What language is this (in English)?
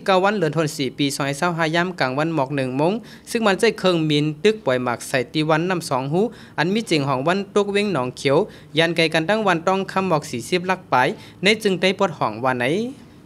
Shan